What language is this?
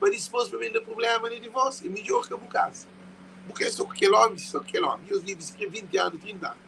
Kabuverdianu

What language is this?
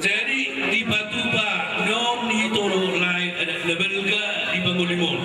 Batak Toba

